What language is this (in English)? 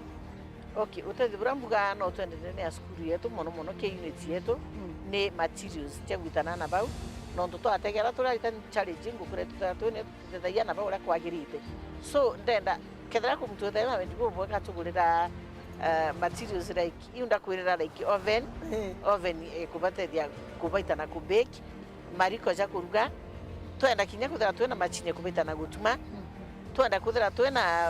Meru